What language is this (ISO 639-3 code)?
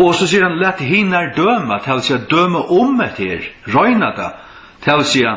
fao